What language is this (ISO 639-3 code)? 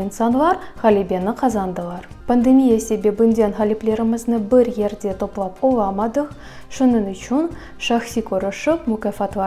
crh